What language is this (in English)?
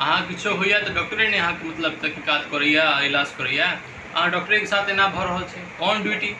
Maithili